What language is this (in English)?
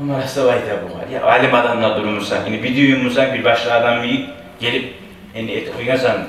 Kumyk